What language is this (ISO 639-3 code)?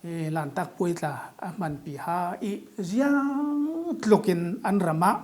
cfm